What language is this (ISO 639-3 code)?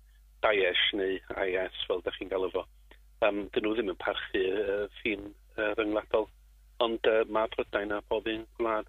cym